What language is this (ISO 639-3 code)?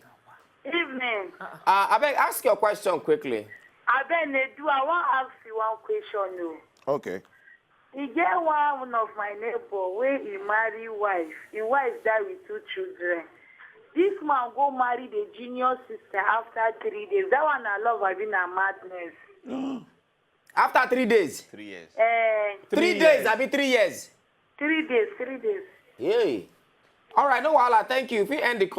pcm